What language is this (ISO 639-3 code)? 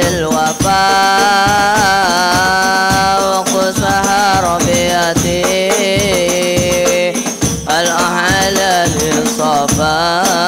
ind